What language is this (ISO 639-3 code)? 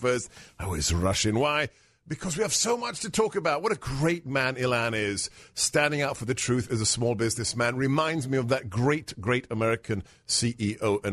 eng